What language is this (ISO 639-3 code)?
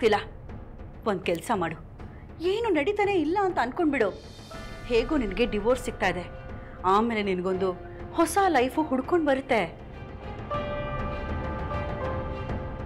kan